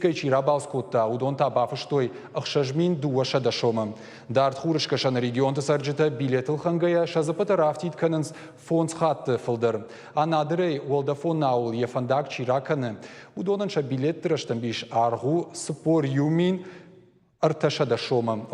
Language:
Ossetic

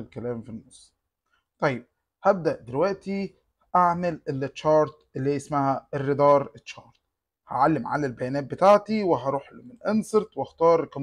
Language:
Egyptian Arabic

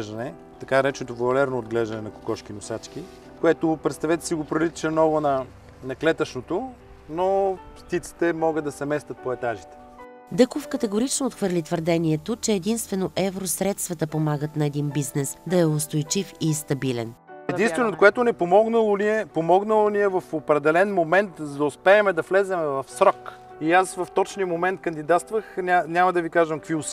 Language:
Bulgarian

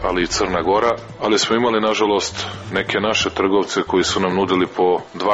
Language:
Serbian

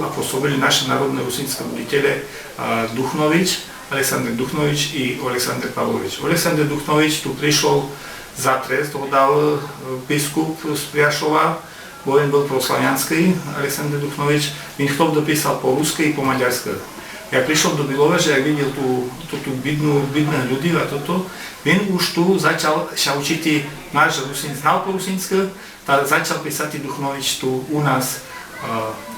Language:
Rusyn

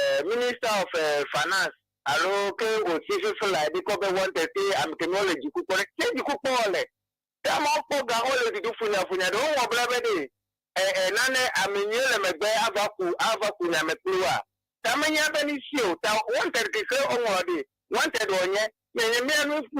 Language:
Ewe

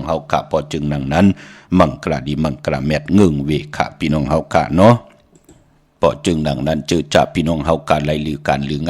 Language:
Shan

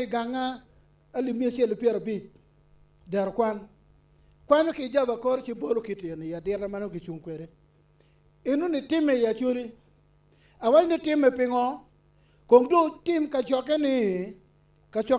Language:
Acoli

